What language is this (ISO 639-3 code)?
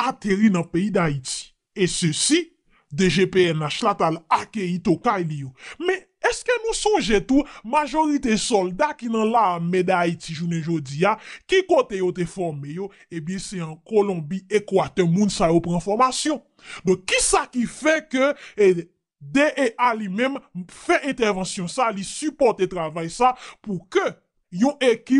hat